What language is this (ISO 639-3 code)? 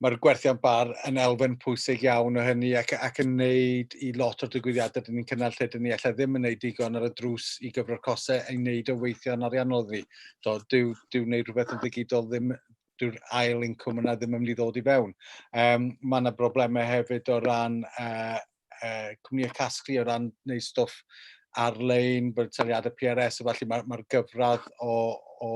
cym